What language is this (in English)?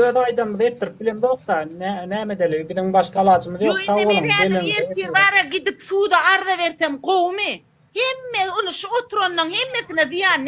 Turkmen